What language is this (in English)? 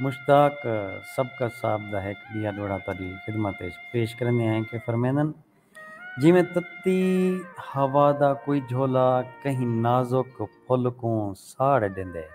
Saraiki